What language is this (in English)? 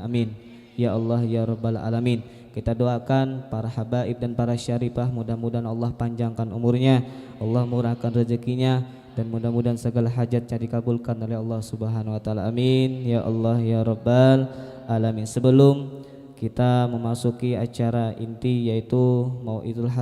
Banjar